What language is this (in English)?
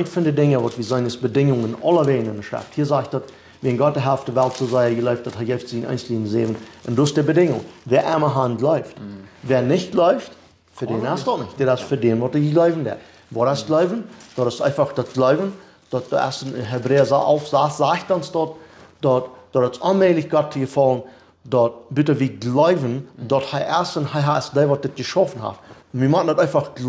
Plautdietsch